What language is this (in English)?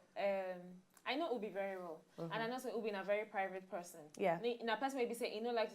Nigerian Pidgin